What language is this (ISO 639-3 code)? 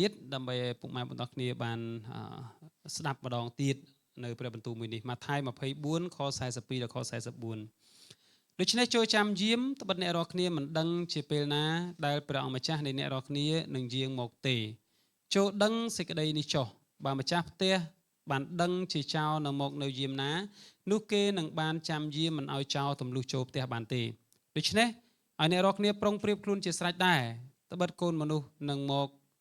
khm